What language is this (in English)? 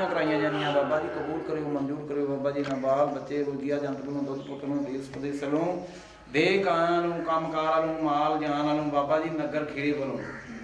Punjabi